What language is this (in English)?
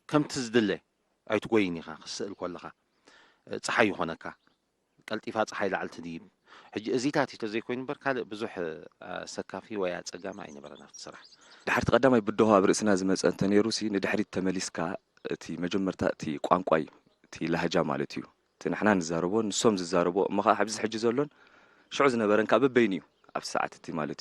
Tigrinya